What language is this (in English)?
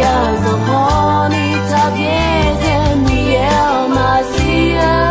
Akha